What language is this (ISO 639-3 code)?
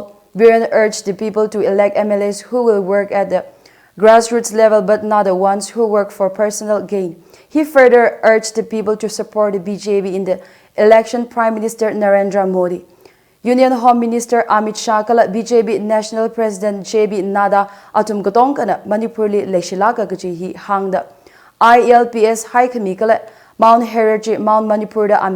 nmf